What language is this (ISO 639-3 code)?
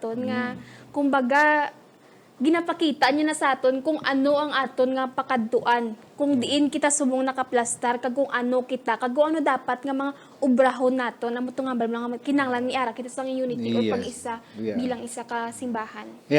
hil